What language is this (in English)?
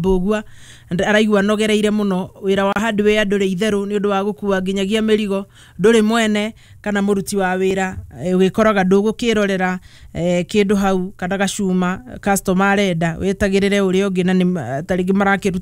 Kikuyu